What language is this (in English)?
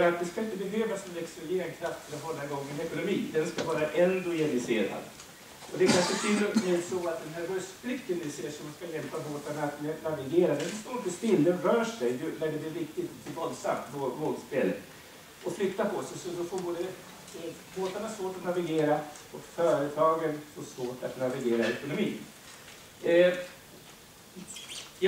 Swedish